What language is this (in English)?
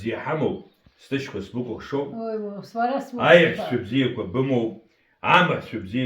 Abkhazian